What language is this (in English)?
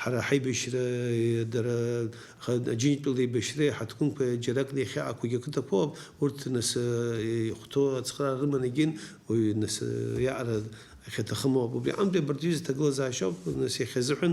Abkhazian